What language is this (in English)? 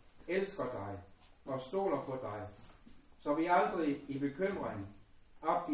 Danish